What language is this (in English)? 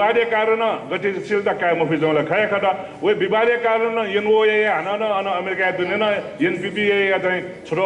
Newari